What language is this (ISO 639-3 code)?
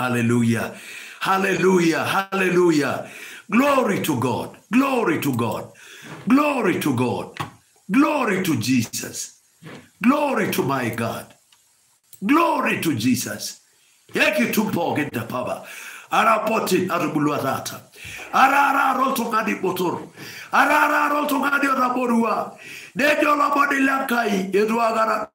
mas